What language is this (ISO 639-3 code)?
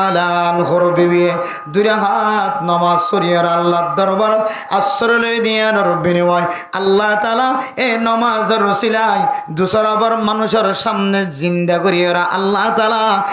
rhg